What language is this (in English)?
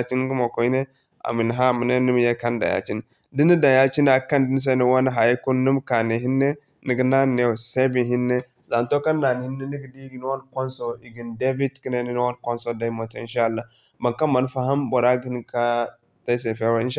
Zarma